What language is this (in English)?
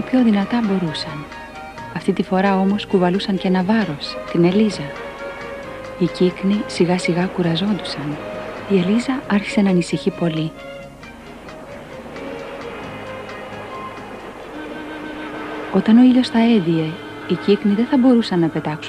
Greek